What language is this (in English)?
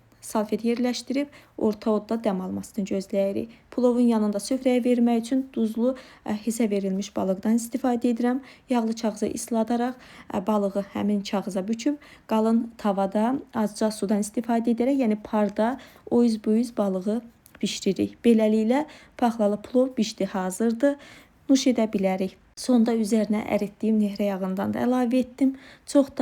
Azerbaijani